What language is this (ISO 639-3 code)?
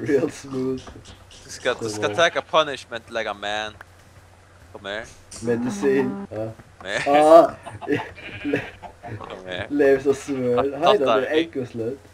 fao